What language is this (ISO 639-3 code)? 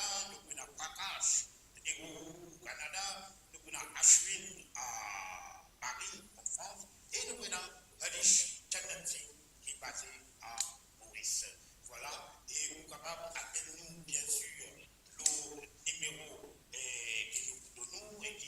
mfe